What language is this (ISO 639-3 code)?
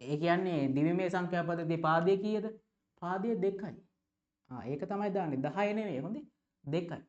sin